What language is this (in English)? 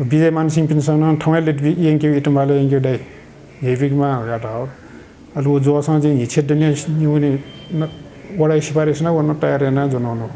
Newari